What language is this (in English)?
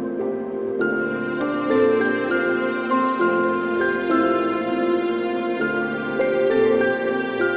Konkani